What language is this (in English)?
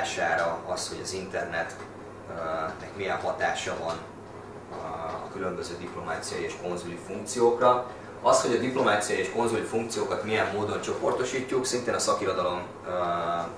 Hungarian